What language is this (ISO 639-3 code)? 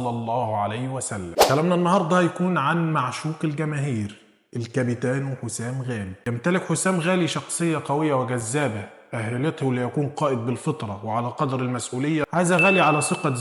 arz